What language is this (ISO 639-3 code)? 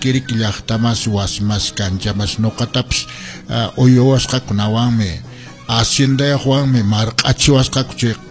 que